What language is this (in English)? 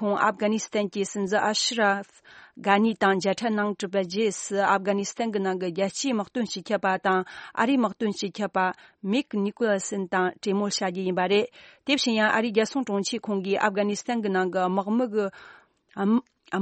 Tibetan